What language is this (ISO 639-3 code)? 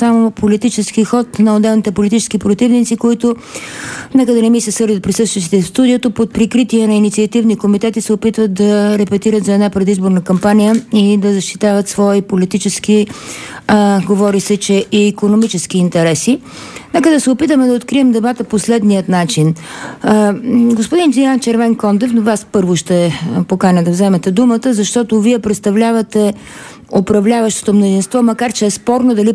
bul